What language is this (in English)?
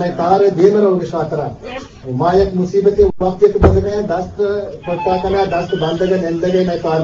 Eastern Balochi